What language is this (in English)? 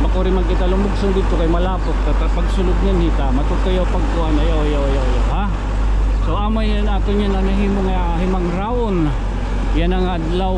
Waray